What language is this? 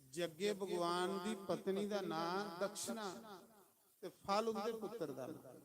Dogri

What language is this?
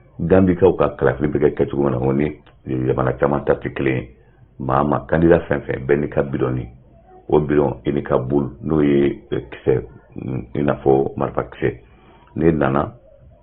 Bambara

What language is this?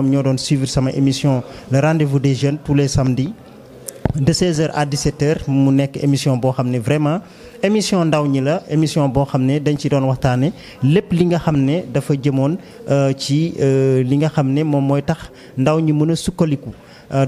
Wolof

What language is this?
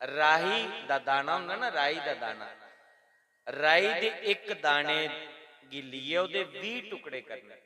Dogri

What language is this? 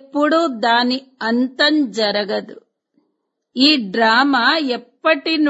Telugu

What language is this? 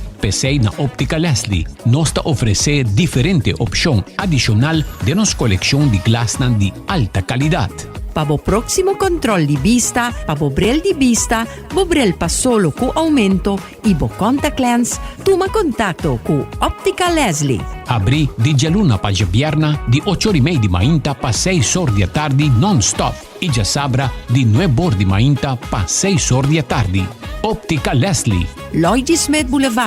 Papiamento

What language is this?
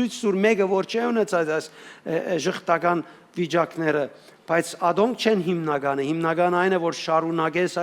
Western Armenian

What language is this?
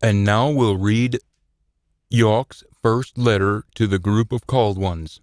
Scots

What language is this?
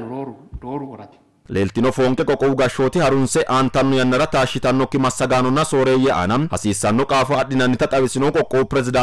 Sidamo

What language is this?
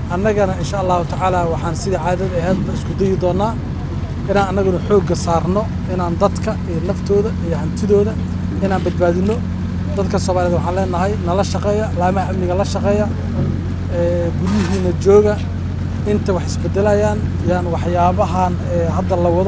Somali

